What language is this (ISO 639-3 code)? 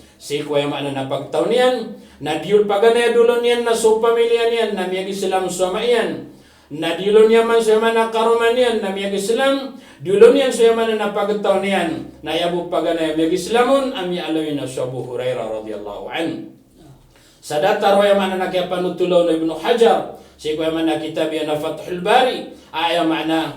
mrw